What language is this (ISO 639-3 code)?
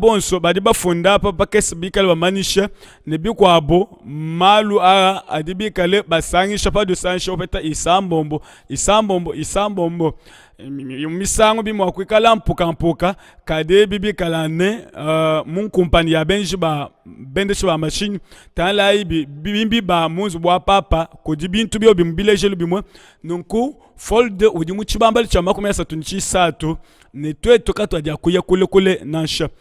lua